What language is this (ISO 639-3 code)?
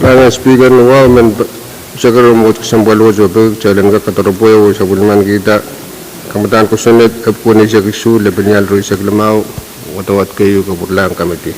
pon